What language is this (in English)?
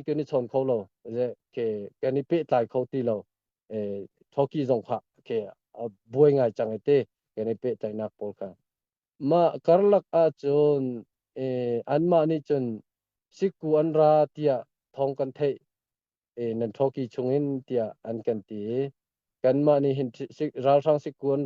Hakha Chin